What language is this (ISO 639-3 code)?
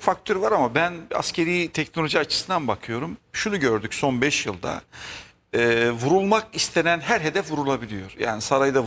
tur